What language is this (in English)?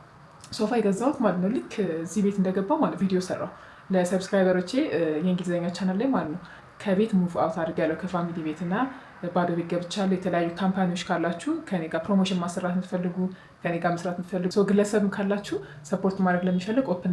Amharic